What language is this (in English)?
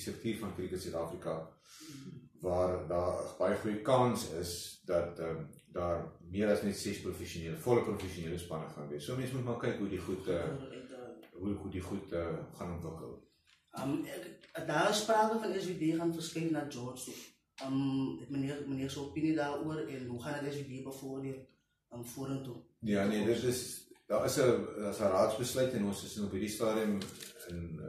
Afrikaans